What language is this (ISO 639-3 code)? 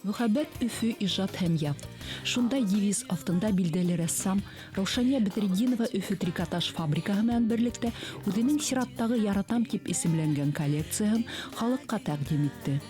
bak